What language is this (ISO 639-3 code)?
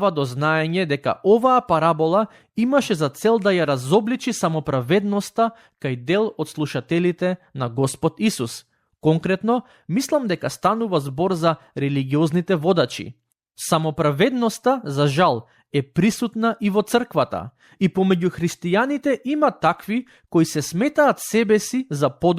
mkd